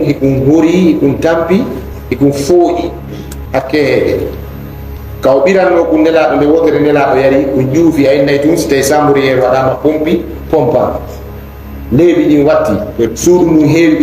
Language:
Fula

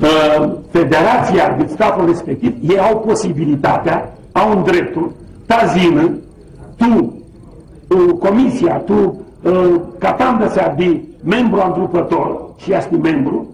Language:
Aromanian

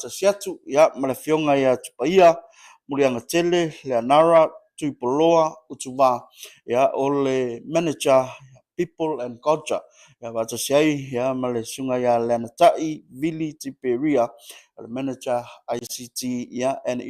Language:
Samoan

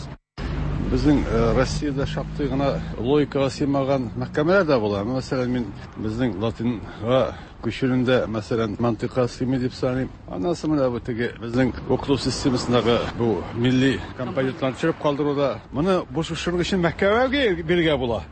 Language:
Tatar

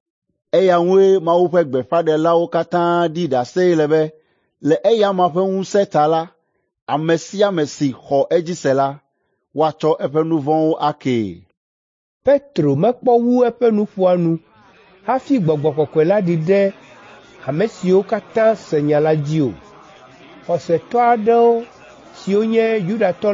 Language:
Ewe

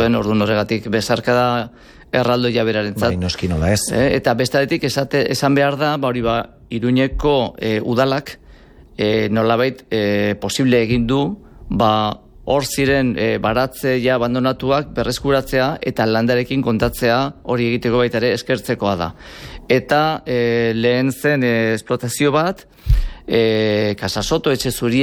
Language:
Basque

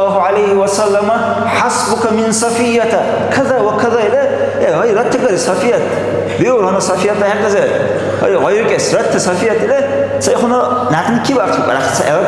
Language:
Dargwa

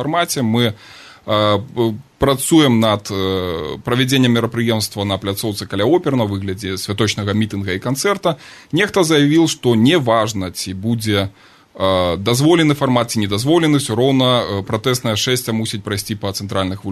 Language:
Belarusian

